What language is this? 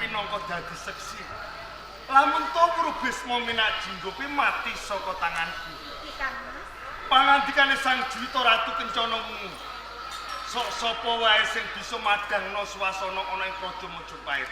Javanese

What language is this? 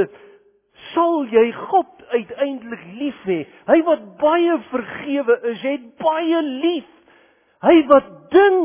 Afrikaans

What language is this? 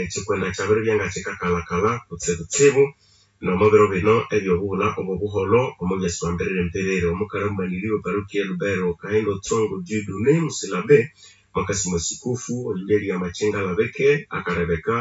Nande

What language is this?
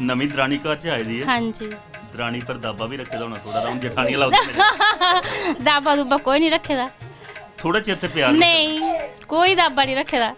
Dogri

